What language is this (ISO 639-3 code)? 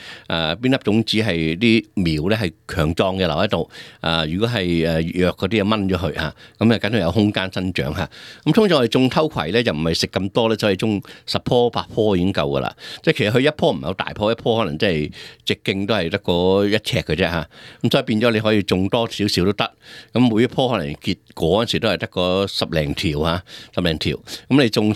yue